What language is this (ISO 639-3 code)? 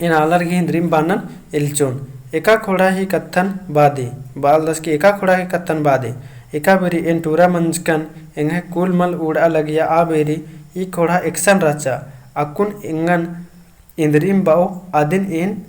kru